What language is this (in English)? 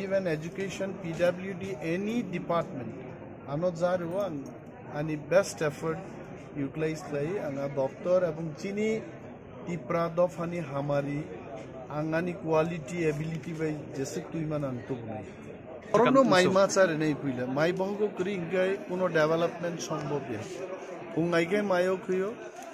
Kok Borok